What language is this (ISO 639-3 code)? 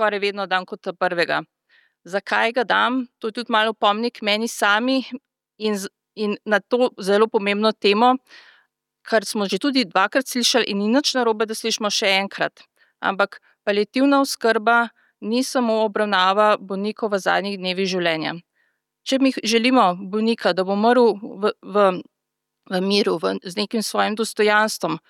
slv